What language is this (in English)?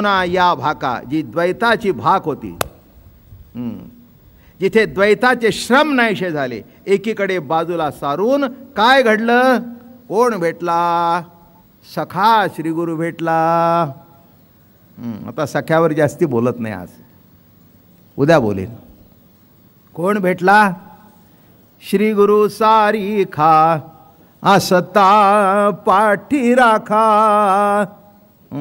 Marathi